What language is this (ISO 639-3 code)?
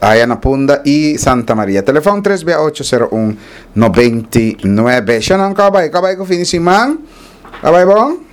pap